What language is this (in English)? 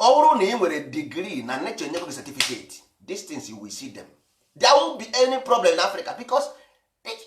Igbo